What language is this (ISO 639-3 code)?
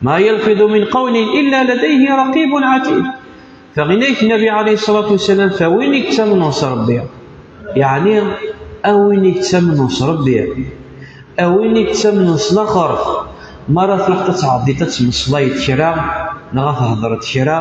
kab